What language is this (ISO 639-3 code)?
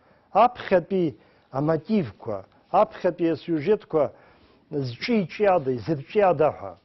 abk